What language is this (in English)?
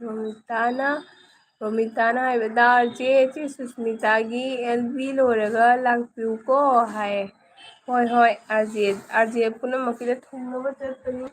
Manipuri